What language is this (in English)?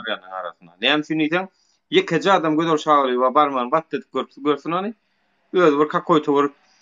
Turkmen